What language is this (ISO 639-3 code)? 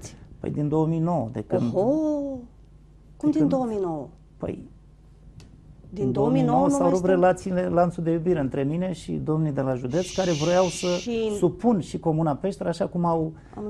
ron